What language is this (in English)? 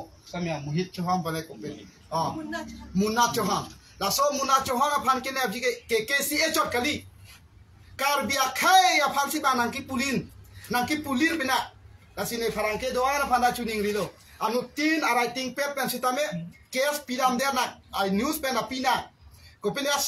Karbi